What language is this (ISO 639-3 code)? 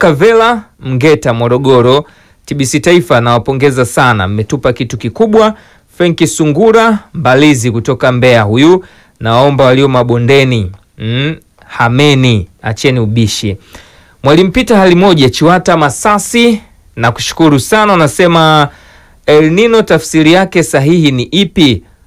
swa